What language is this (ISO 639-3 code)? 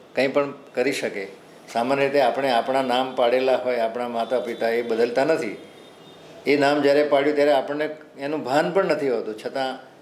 guj